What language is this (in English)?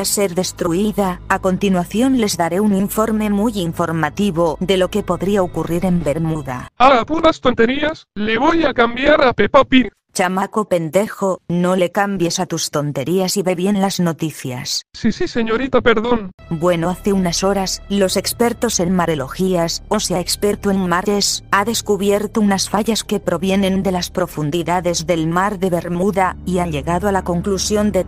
Spanish